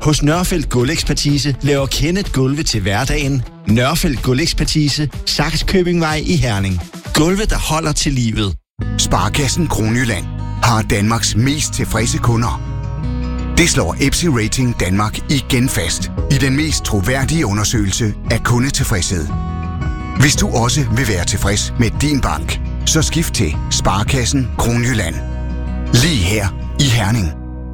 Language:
Danish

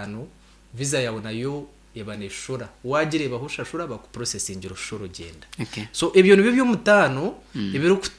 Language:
Nyankole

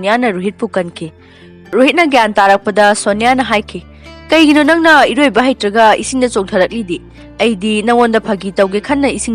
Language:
Manipuri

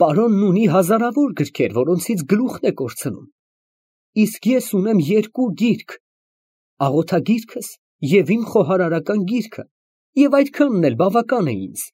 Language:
Armenian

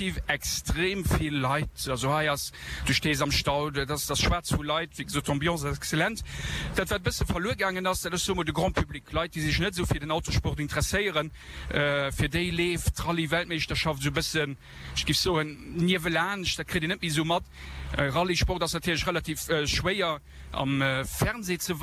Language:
Luxembourgish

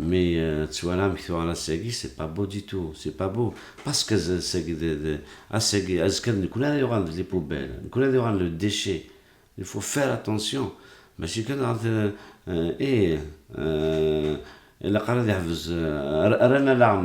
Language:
Kabyle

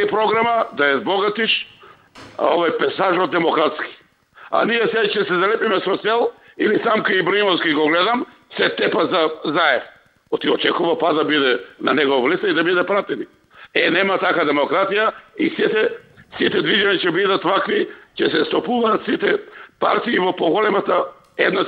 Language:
Macedonian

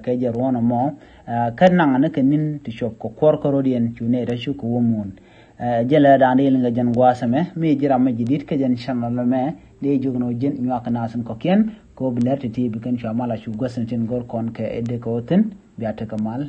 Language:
Nuer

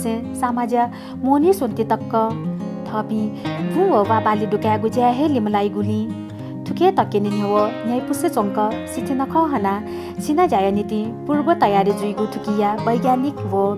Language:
Newari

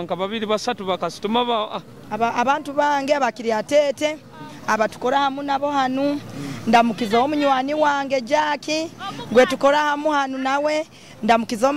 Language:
Nyoro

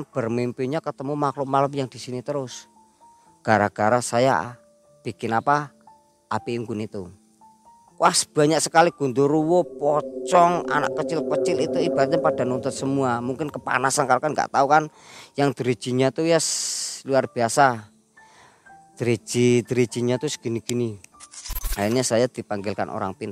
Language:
Indonesian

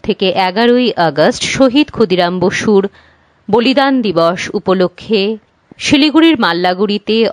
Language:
Bangla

